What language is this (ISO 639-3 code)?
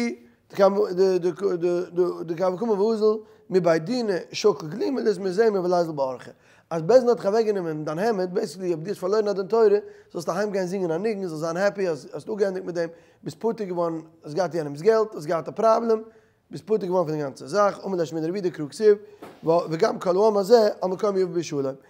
yid